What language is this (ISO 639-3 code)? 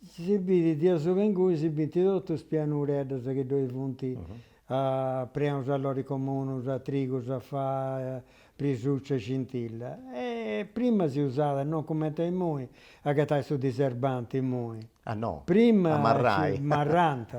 srd